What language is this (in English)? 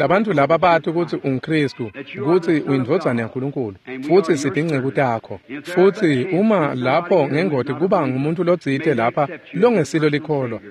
Swati